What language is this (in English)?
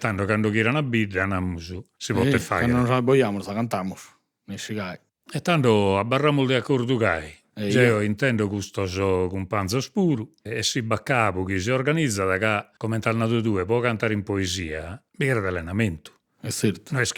Sardinian